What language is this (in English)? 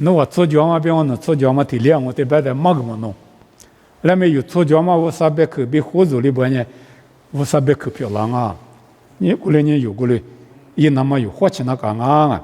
Lisu